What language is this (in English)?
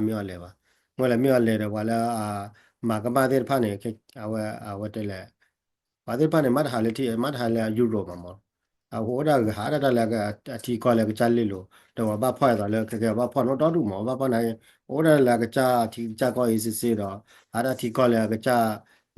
S'gaw Karen